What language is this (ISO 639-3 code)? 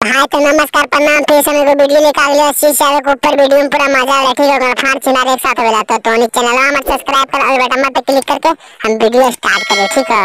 mag